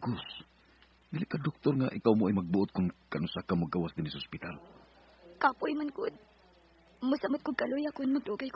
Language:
Cebuano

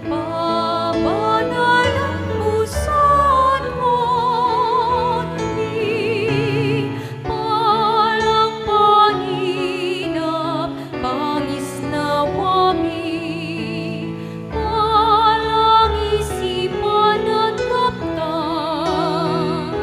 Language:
Pampanga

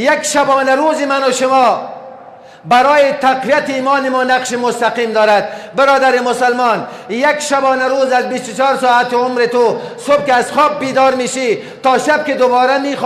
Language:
Persian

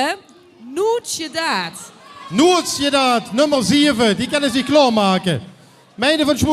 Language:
Limburgish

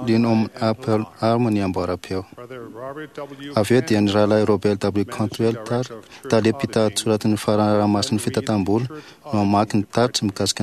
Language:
Malagasy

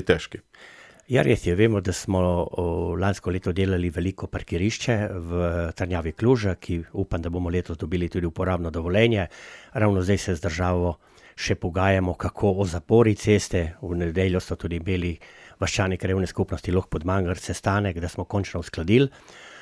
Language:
Slovenian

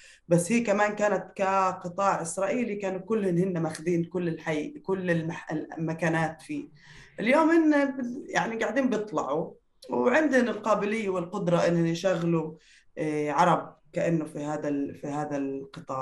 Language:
North Levantine Arabic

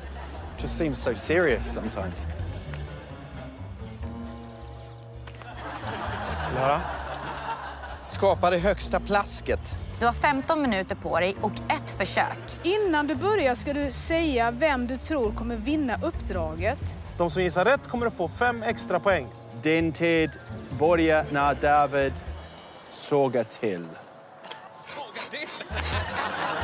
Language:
Swedish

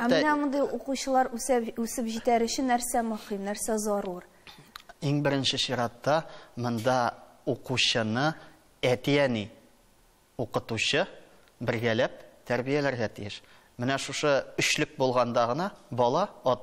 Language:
Tatar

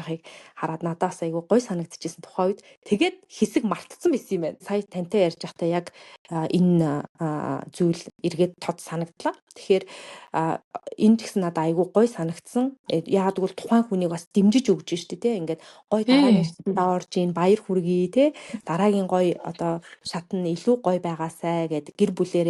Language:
Mongolian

